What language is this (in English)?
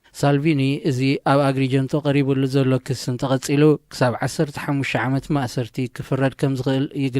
Tigrinya